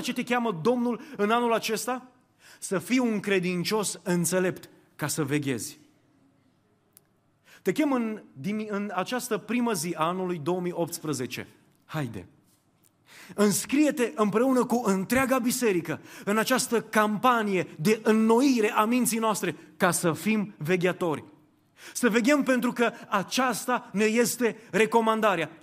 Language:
Romanian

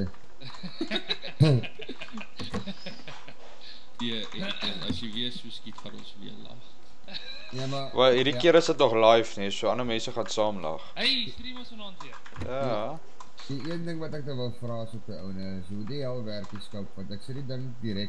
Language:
Afrikaans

